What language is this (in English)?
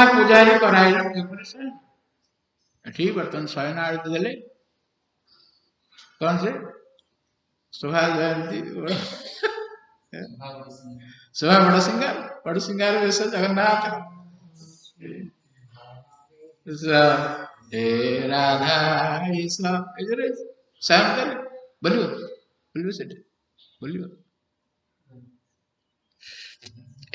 Odia